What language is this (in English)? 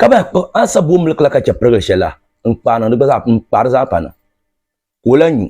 Dagbani